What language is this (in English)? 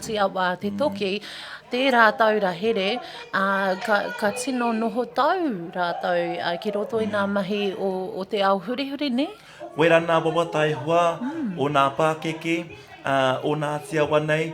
Māori